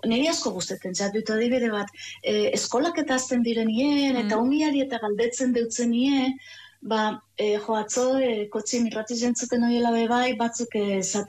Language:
Basque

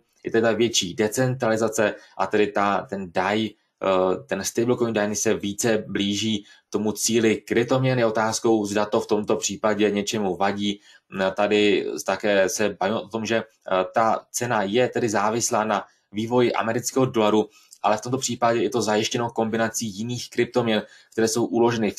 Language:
Czech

